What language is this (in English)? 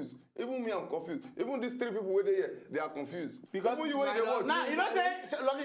Nigerian Pidgin